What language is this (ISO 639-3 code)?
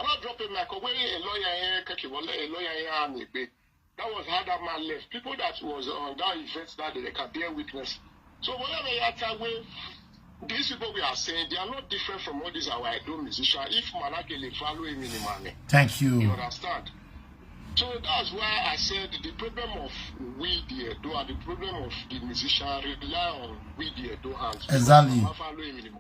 pcm